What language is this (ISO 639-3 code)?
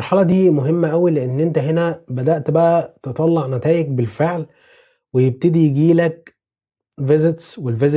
arz